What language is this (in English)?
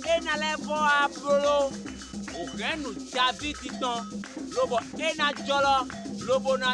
Fon